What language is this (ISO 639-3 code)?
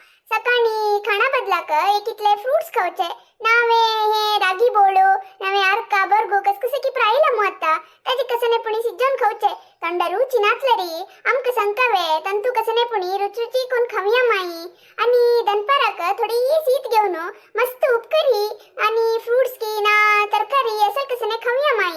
kok